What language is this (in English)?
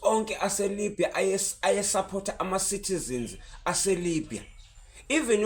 Zulu